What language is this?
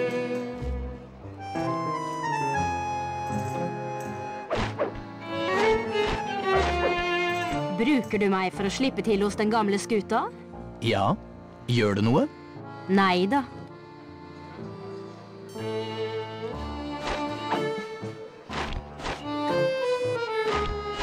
Norwegian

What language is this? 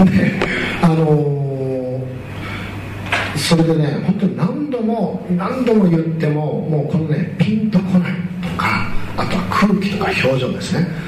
Japanese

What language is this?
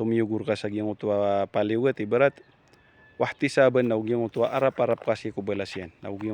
Maranao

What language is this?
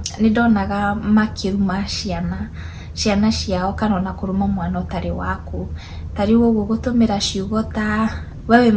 Kikuyu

